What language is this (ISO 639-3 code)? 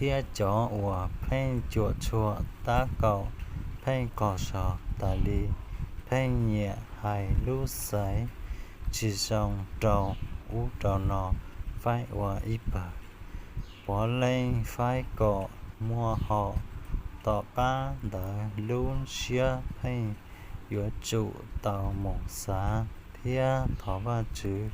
hmn